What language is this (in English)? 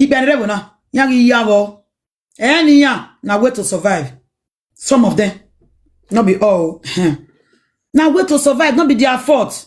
Nigerian Pidgin